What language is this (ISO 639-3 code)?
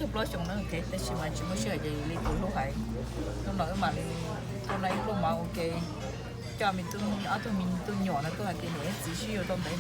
hmn